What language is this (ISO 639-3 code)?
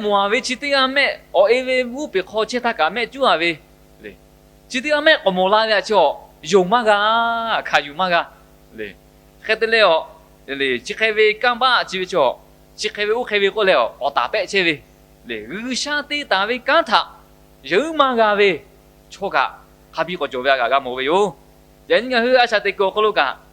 lhu